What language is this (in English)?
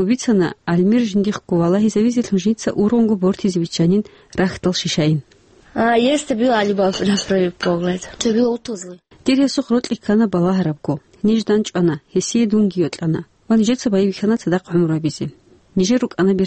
Avaric